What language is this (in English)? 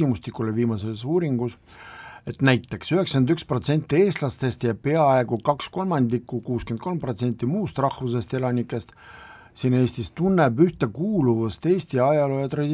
Estonian